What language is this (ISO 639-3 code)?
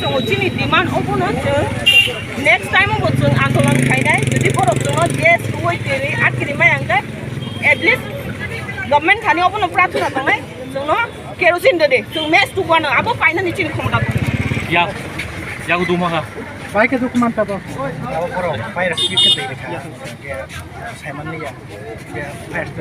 trp